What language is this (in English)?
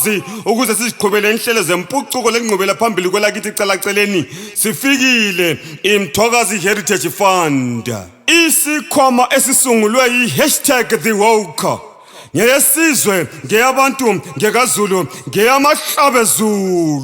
Zulu